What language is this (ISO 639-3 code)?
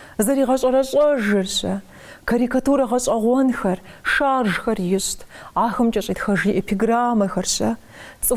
kbd